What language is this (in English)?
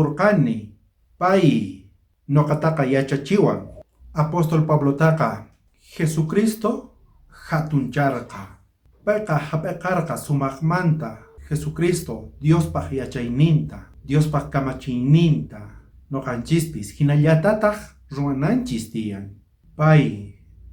South Bolivian Quechua